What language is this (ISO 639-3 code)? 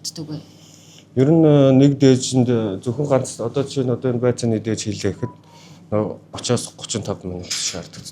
mon